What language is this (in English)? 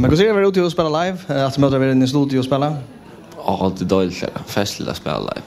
Faroese